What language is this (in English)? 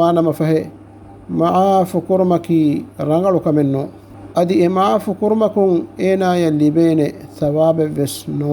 Divehi